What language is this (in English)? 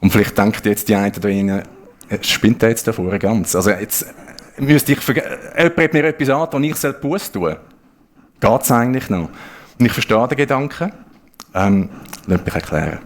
Swiss German